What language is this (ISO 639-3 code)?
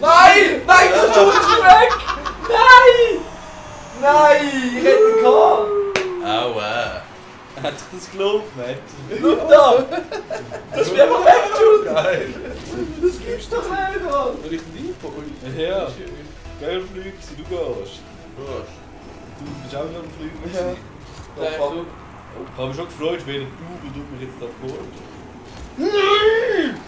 gsw